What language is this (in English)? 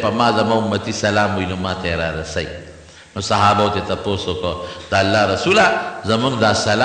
Pashto